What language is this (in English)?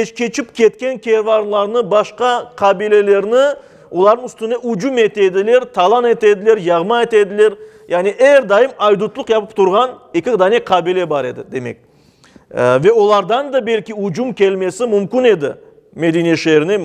Crimean Tatar